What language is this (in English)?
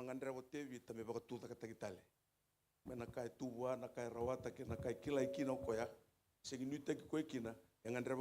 Fijian